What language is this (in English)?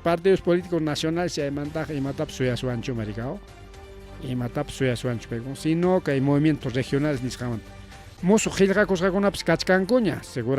Ayacucho Quechua